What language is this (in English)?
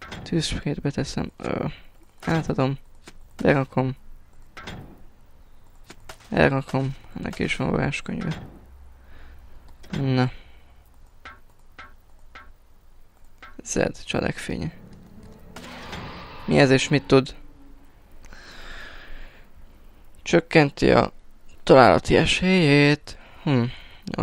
Hungarian